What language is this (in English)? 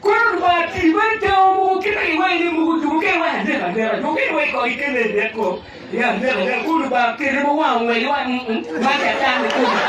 Acoli